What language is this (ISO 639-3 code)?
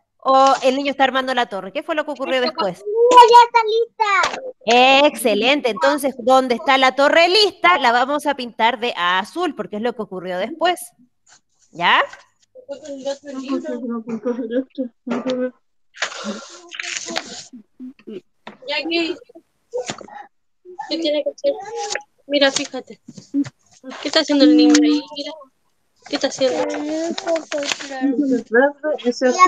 spa